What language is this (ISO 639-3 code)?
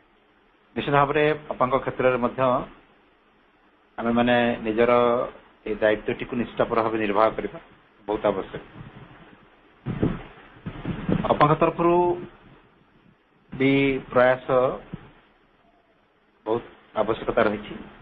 ori